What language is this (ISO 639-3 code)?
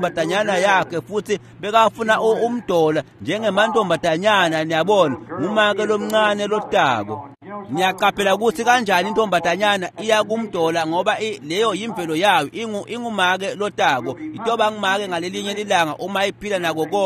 ssw